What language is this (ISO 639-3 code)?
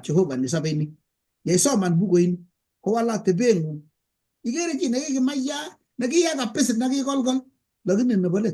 kln